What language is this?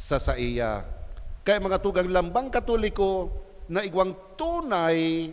Bikol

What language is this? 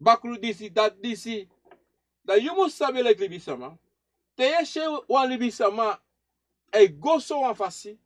Sranan Tongo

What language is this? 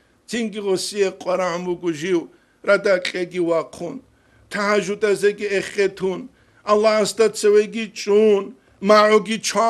Avaric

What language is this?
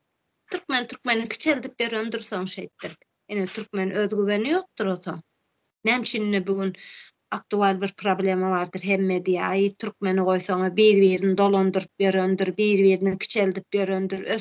Turkmen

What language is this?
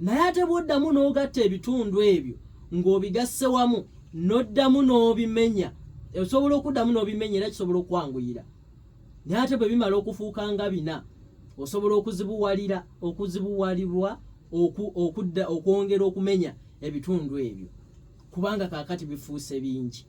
Ganda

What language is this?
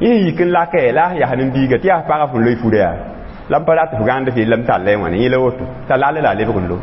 Mossi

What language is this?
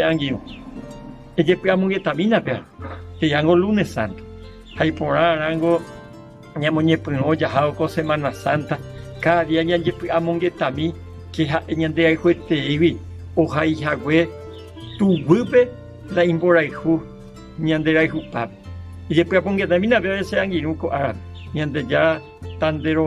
Guarani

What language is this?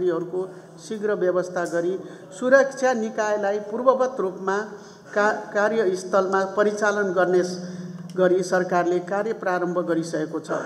Nepali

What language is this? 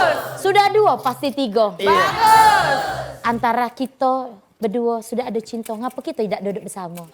Musi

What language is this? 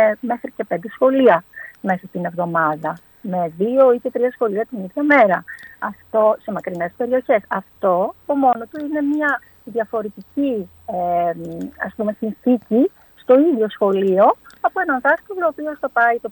Greek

